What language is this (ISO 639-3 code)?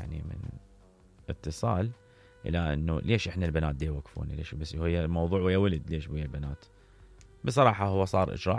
acm